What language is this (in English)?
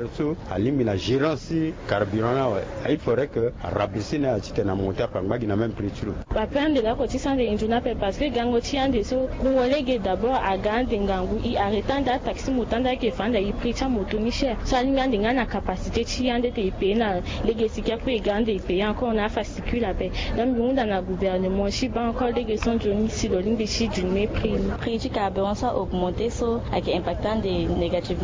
Sango